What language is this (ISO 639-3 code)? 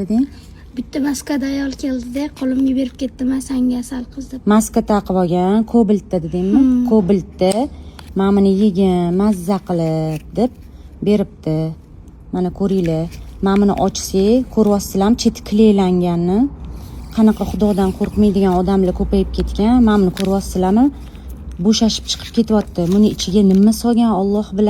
uzb